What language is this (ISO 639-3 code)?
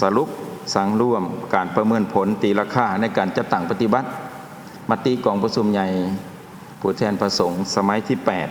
lao